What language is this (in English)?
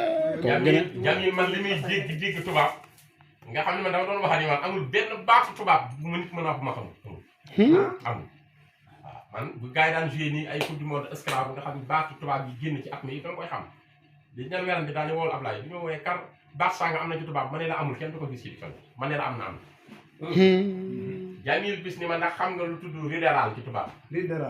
Wolof